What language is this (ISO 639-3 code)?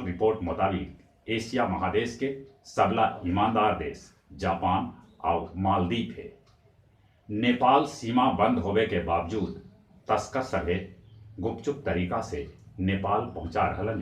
mag